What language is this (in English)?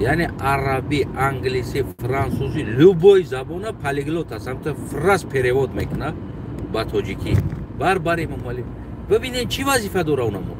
Tajik